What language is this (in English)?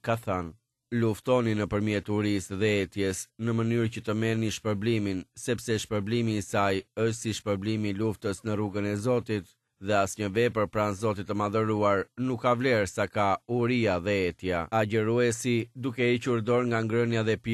Albanian